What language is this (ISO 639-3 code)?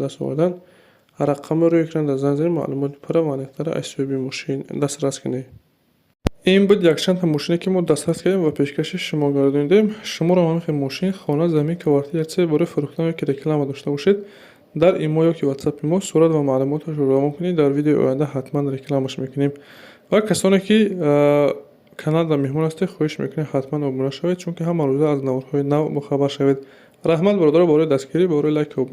tgk